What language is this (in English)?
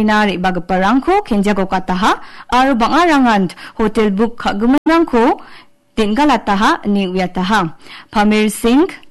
Garo